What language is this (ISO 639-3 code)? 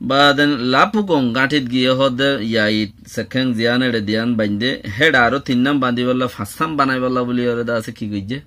rhg